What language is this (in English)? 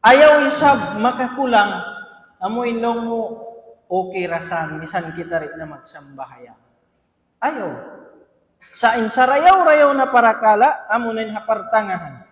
Tausug